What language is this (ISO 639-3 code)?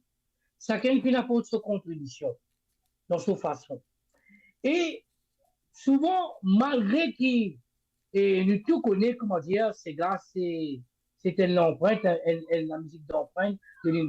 mfe